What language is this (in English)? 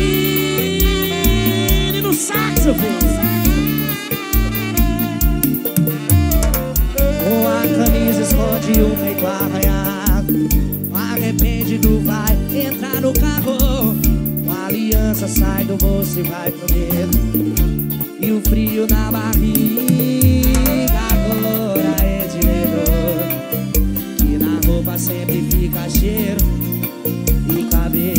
Portuguese